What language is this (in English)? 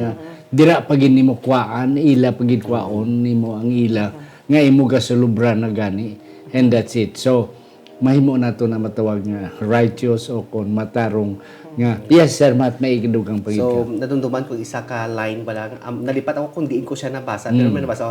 Hiligaynon